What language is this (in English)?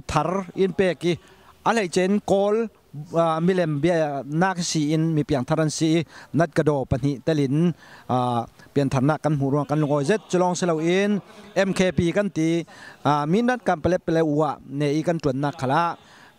Falam Chin